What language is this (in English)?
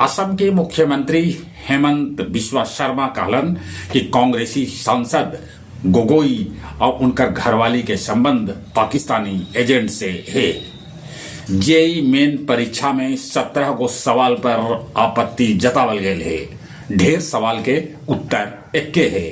Magahi